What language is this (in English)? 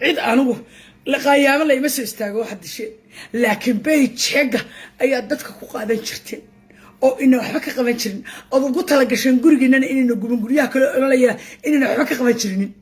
Somali